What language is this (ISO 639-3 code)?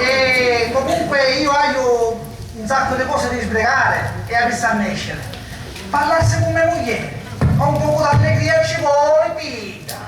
scn